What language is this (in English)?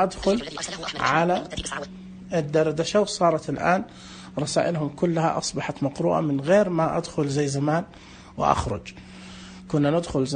Najdi Arabic